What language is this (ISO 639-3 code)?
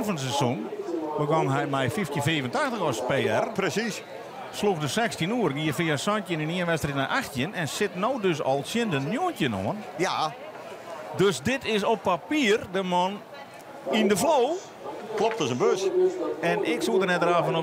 fry